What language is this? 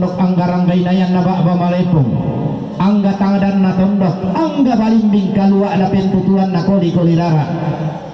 Toraja-Sa'dan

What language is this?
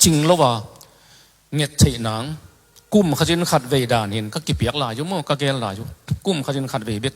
Tedim Chin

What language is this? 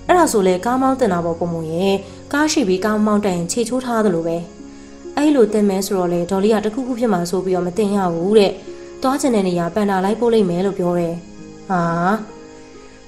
Burmese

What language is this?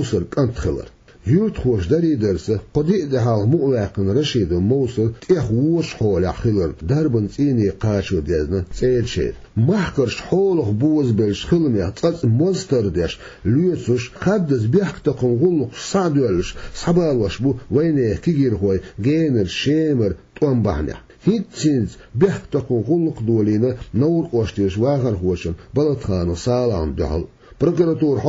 Chechen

